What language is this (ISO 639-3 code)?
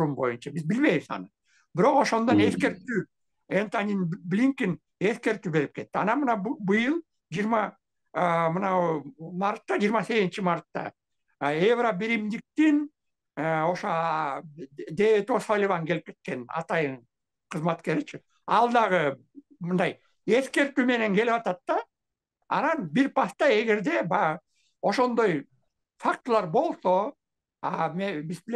kir